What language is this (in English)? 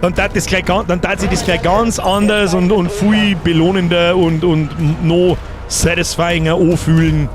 Bavarian